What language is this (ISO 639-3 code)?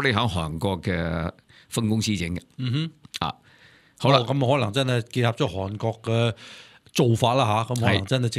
yue